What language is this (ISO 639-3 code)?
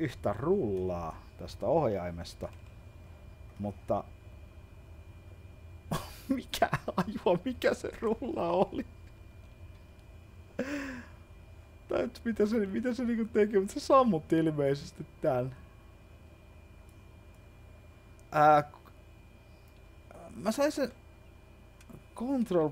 fin